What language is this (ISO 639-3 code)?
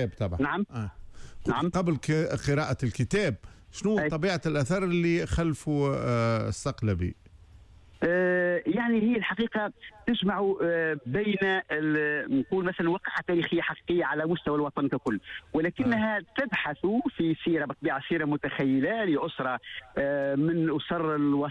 aeb